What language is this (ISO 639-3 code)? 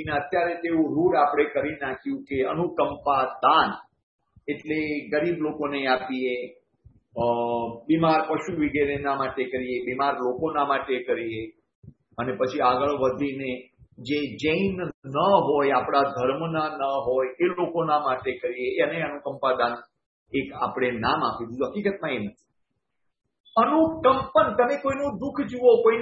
guj